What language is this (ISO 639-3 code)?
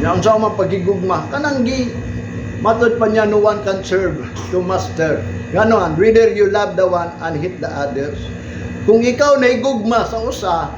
ceb